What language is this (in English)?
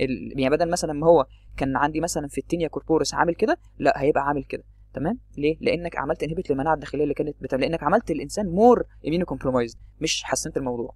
Egyptian Arabic